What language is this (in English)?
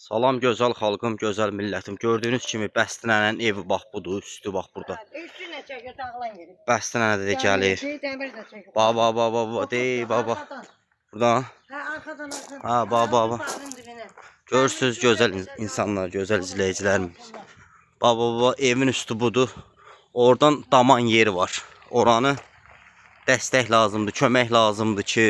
Azerbaijani